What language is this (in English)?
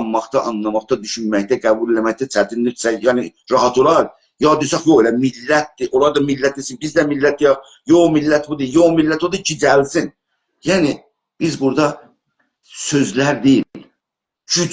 South Azerbaijani